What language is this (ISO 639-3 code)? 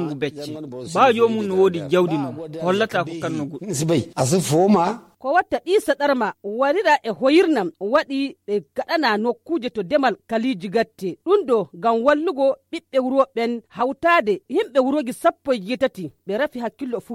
fuv